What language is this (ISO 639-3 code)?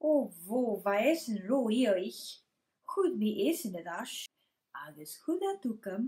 gla